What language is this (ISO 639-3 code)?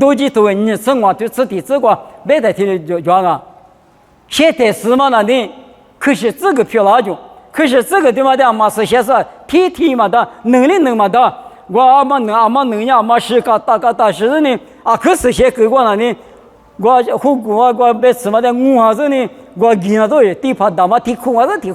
lis